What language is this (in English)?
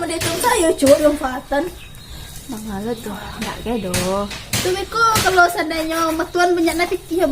Minangkabau